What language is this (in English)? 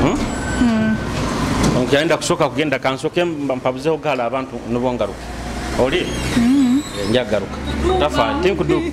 Nyoro